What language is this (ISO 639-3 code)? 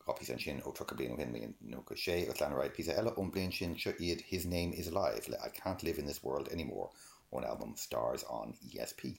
gle